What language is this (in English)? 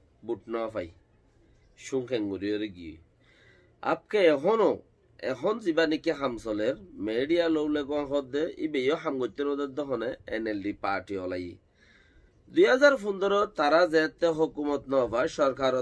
Rohingya